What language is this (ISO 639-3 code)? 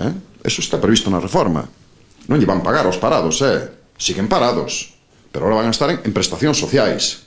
glg